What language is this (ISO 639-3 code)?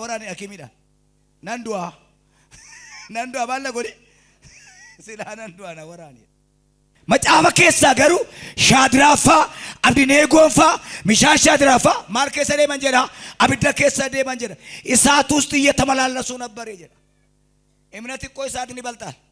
orm